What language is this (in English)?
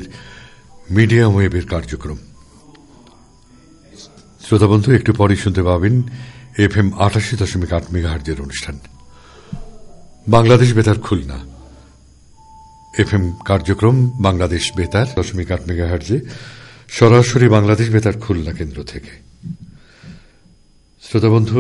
Bangla